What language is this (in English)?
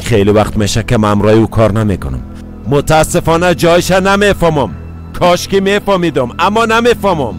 Persian